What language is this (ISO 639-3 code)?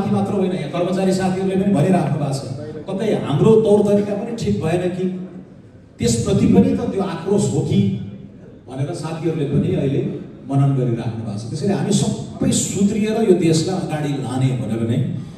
nep